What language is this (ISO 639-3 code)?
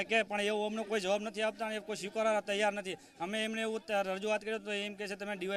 guj